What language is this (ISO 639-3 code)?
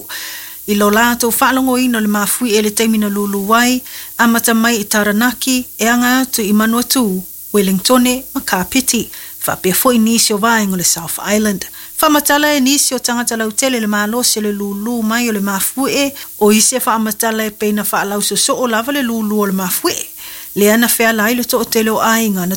smo